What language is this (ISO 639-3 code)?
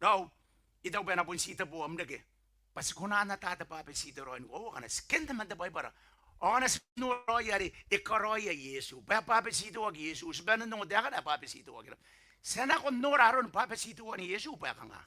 gil